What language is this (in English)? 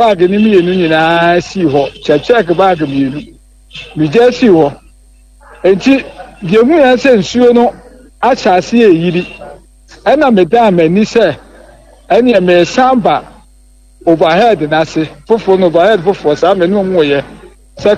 Akan